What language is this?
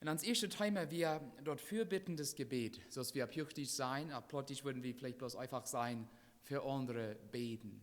Plautdietsch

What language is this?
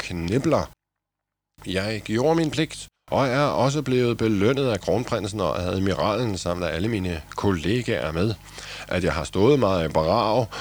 Danish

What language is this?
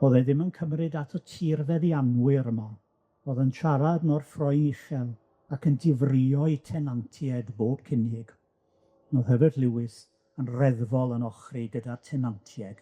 Welsh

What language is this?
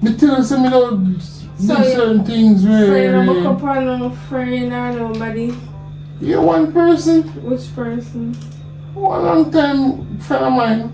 Jamaican Creole English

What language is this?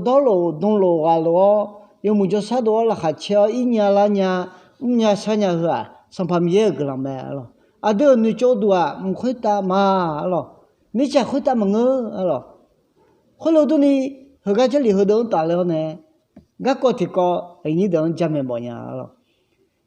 Akha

